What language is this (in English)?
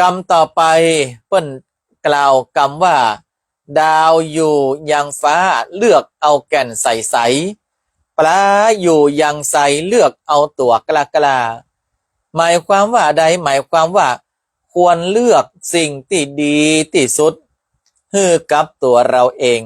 Northern Thai